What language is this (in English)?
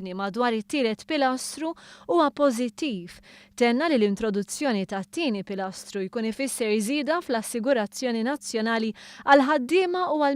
Maltese